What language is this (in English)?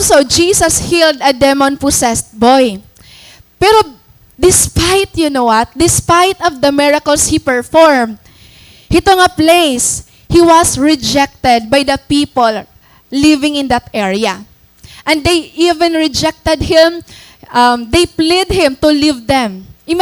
Waray